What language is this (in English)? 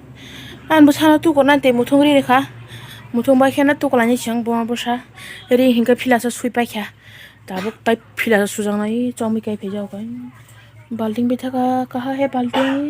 Kok Borok